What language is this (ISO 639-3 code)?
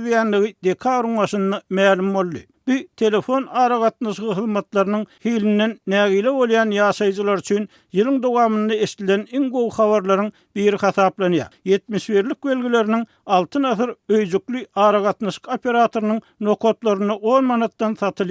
tuk